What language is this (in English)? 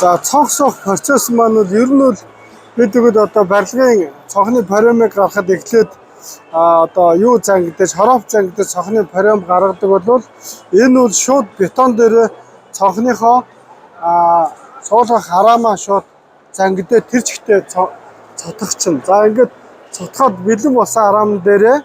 Mongolian